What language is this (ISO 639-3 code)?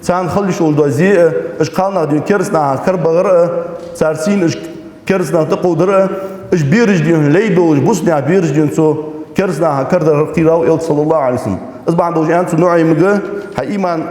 inh